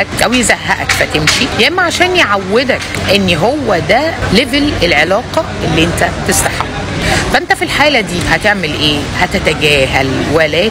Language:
Egyptian Arabic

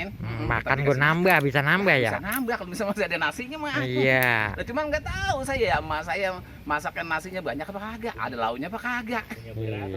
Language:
Betawi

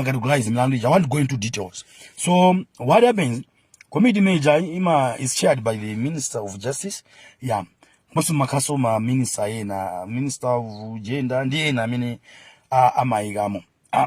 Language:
Nyanja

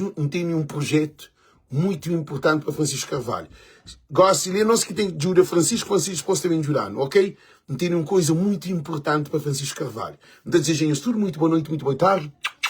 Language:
Kabuverdianu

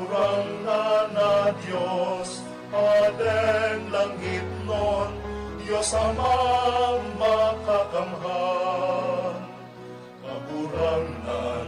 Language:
Bikol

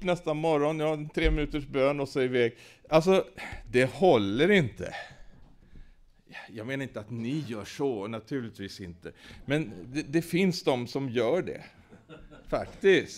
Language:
Swedish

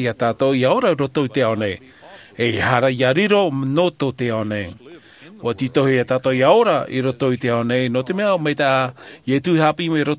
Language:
Tahitian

